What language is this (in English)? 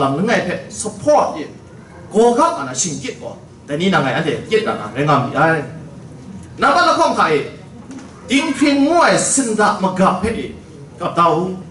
Kachin